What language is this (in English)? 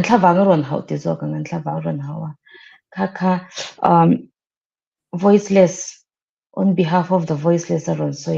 Mizo